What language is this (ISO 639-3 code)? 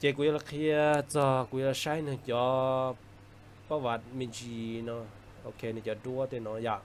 hmn